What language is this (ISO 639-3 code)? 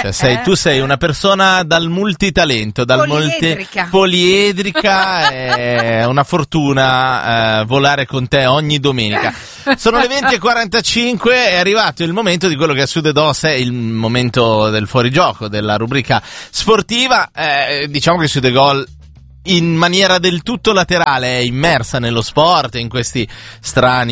ita